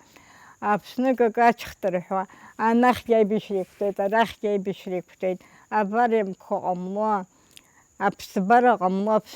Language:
Abkhazian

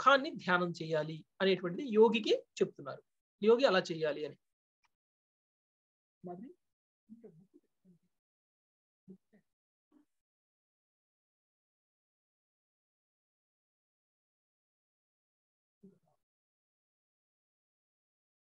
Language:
Telugu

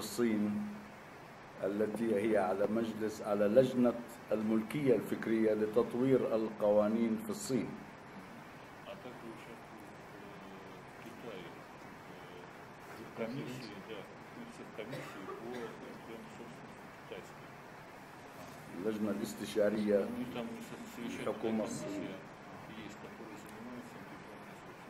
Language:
Arabic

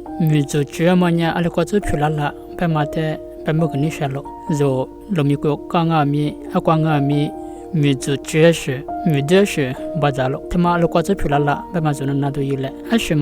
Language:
Lisu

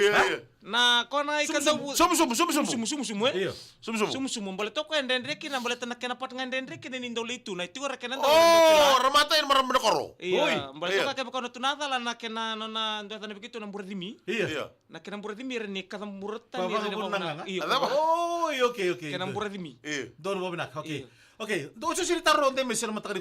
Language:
Fijian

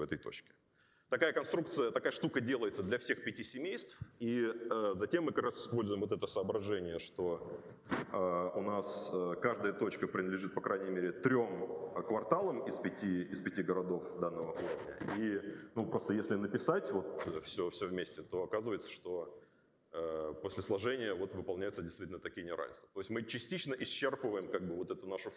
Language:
Russian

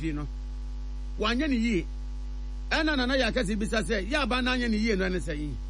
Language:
Akan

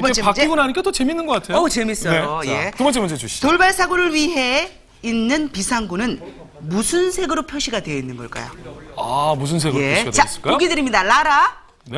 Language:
Korean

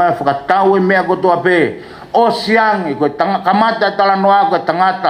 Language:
Tongan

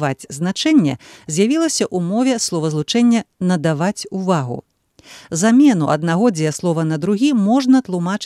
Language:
Belarusian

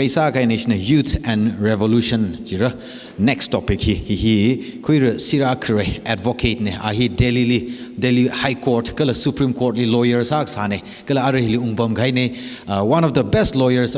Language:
Tangkhul Naga (India)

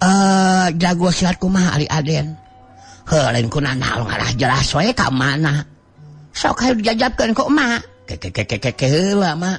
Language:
Sundanese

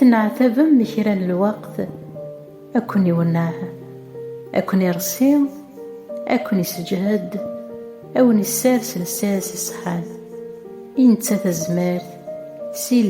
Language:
Kabyle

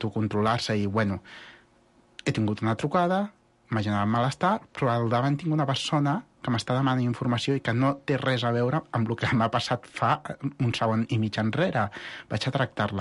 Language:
Catalan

